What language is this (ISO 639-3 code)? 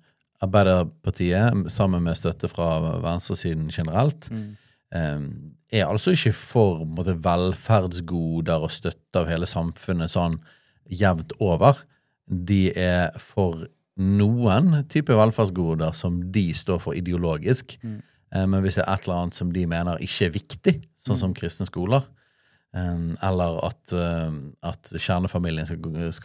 nor